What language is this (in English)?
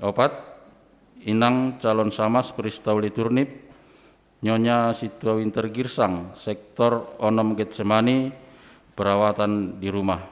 Batak Simalungun